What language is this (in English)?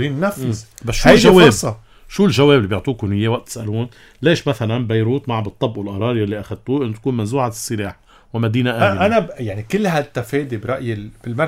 North Levantine Arabic